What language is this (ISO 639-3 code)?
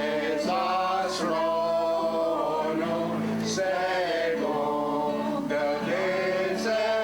moh